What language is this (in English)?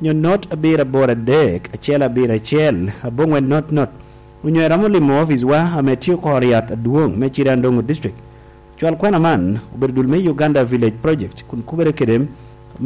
Lango (Uganda)